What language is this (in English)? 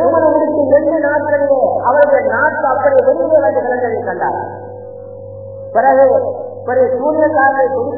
Tamil